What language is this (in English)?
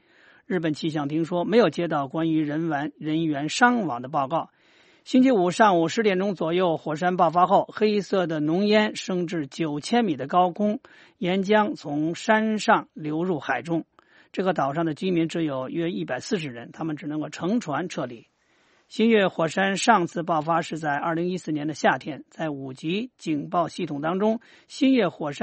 Chinese